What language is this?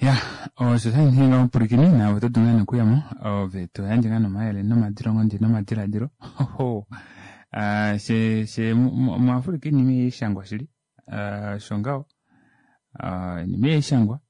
Kuanyama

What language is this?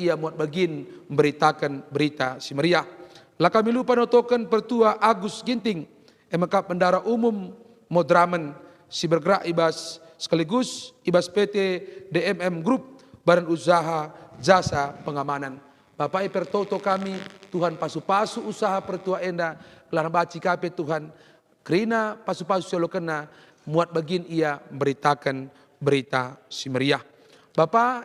Batak Karo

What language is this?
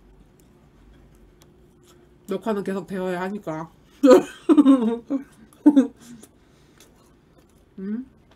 Korean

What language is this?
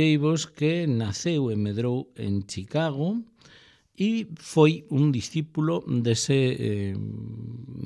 Galician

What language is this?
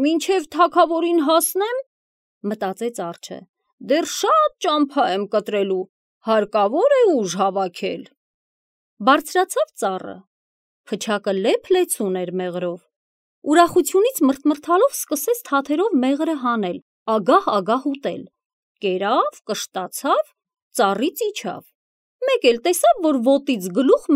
Armenian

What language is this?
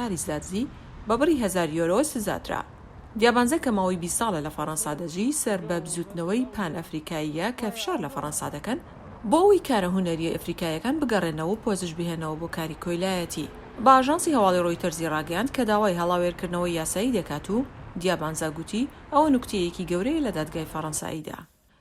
Central Kurdish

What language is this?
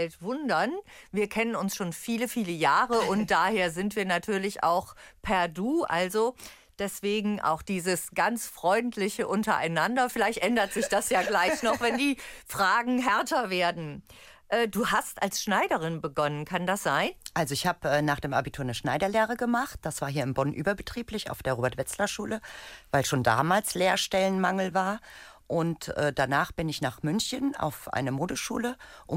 German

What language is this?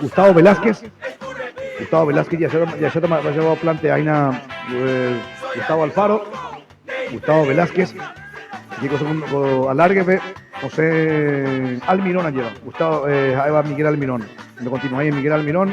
Guarani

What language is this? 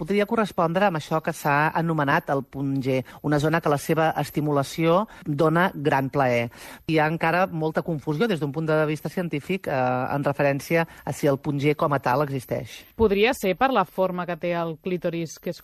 Catalan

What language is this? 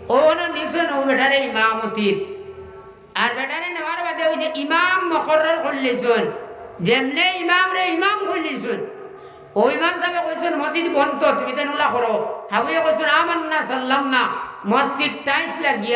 Sylheti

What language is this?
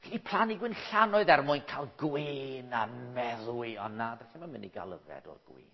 Welsh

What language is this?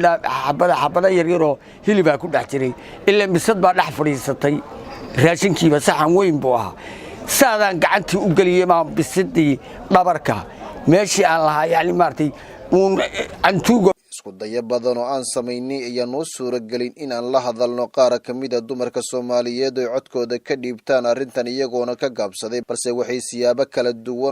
Somali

